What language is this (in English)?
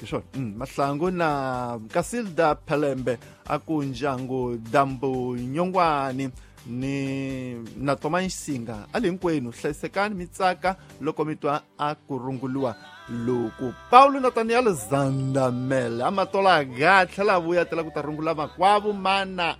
Tsonga